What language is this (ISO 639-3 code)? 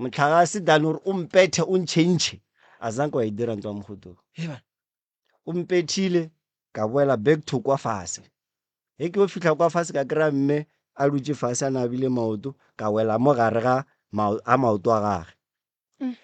nso